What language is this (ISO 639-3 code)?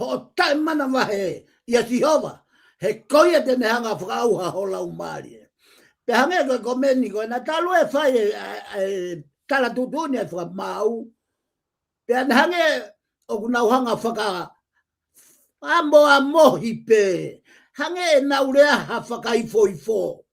ton